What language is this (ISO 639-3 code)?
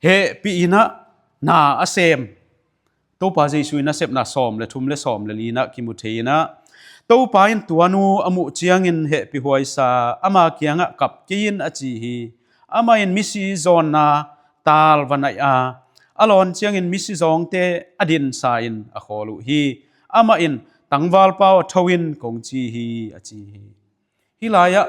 ctd